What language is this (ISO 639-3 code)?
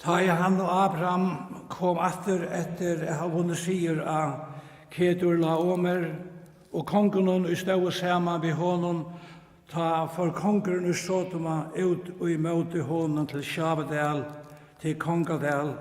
fao